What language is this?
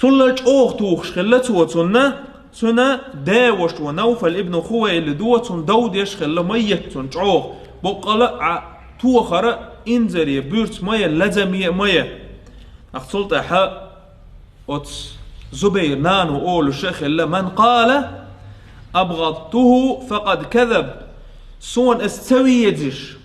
Chechen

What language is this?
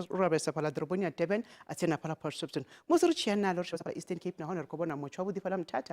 Venda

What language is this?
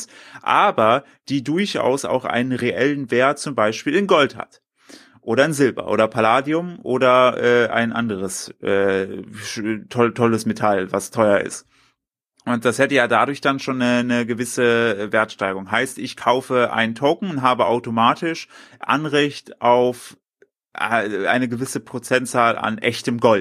German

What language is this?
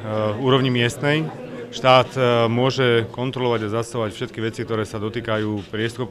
Slovak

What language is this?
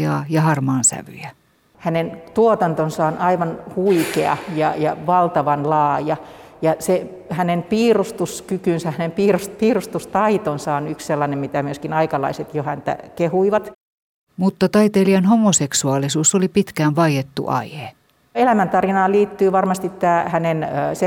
Finnish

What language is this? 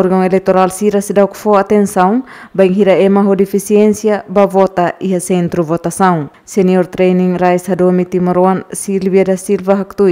Tetum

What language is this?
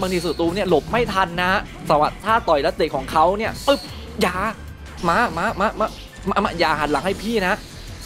Thai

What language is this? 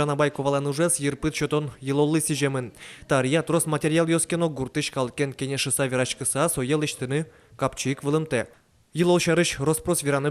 Udmurt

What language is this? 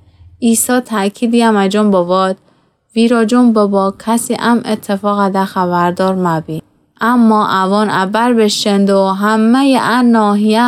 Gilaki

